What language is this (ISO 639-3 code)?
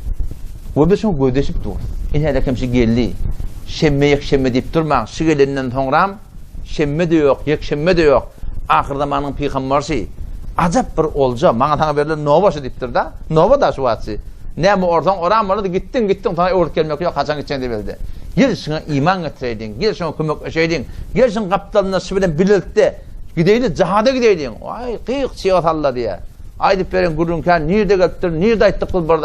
tuk